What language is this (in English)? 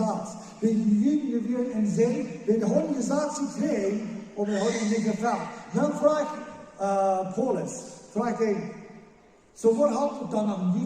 Plautdietsch